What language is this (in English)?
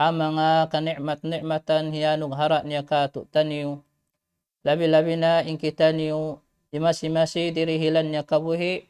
Tausug